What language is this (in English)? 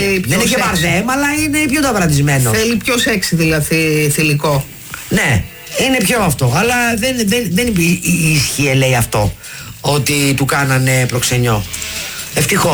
Greek